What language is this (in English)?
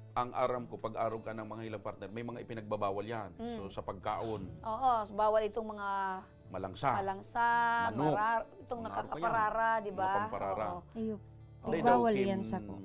Bikol